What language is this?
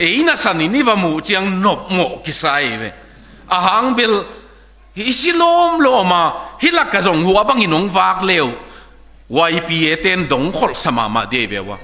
Tedim Chin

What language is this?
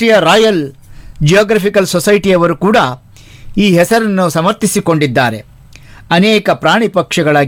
Kannada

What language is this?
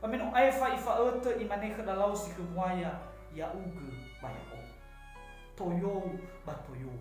Nias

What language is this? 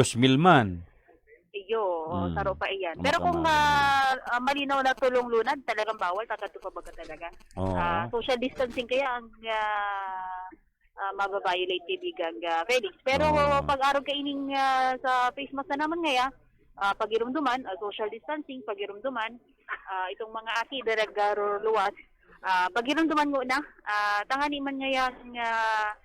Bikol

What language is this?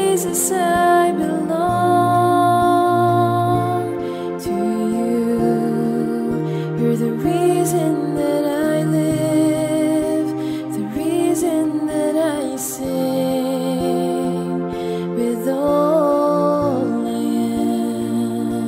English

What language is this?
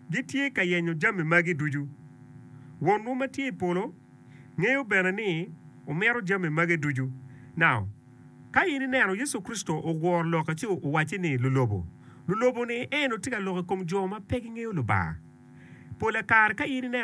Acoli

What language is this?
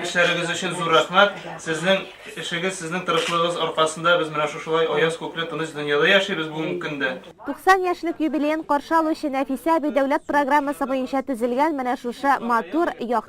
Tatar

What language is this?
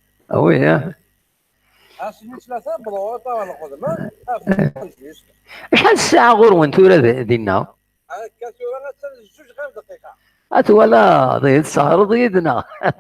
Kabyle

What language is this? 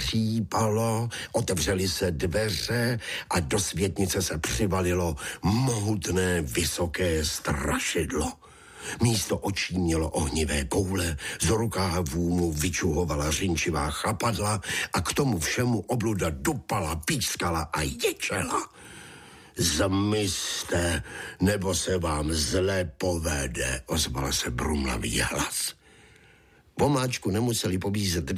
Czech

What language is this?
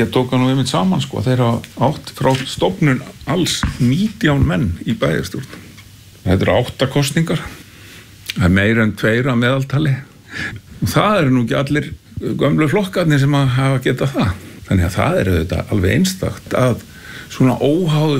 Icelandic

